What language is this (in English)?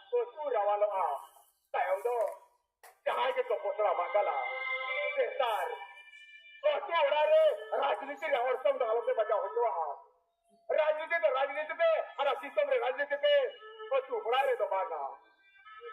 Santali